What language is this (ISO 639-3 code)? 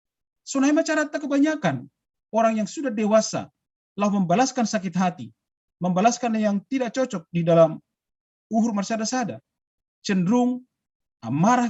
bts